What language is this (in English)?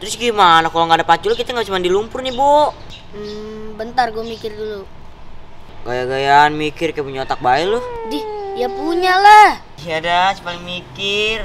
Betawi